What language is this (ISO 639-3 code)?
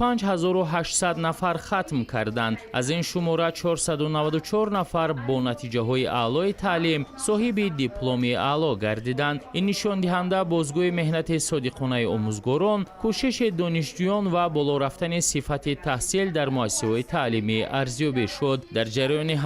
tgk